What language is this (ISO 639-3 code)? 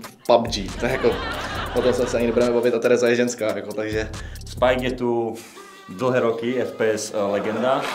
ces